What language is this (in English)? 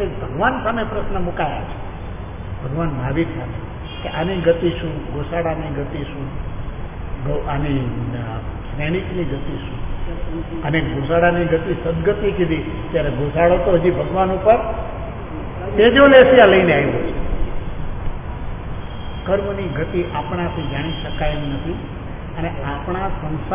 Gujarati